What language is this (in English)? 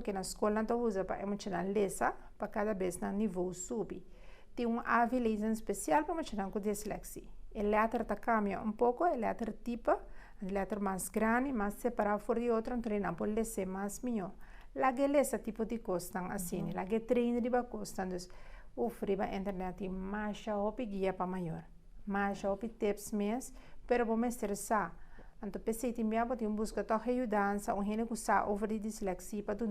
Papiamento